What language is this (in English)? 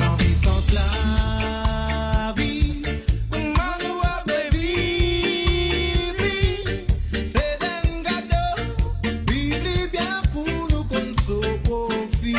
Morisyen